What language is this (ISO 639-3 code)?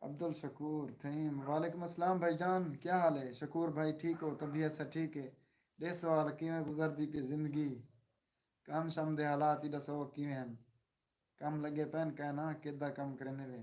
skr